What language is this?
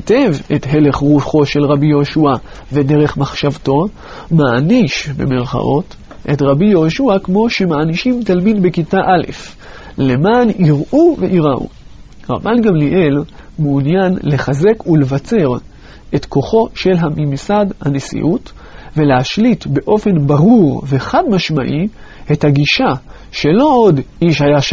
Hebrew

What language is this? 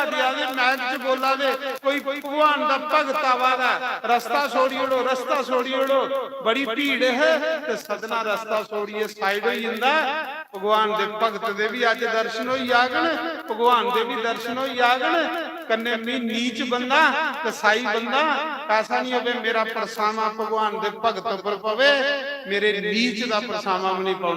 Dogri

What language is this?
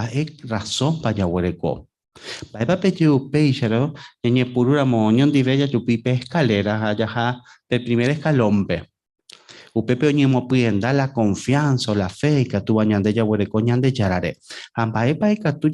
Guarani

